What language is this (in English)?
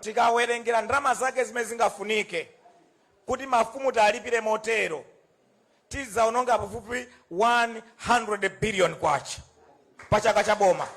Nyanja